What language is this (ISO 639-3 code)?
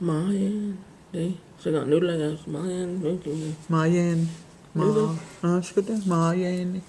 chr